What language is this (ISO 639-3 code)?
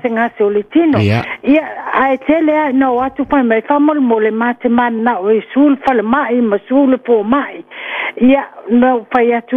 smo